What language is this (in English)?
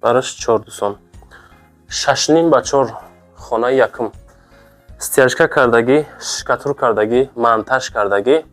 Tajik